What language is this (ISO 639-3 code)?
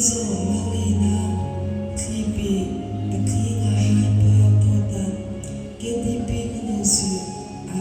mrh